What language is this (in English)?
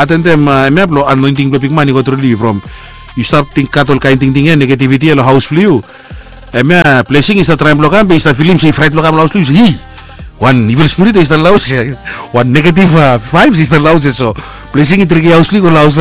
Bislama